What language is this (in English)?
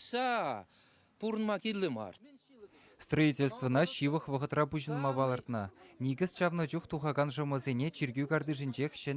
Chuvash